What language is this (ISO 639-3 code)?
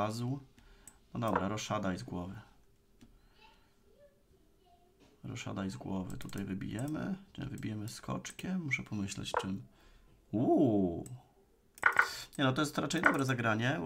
pol